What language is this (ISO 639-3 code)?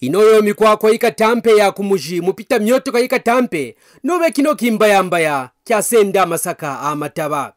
kqn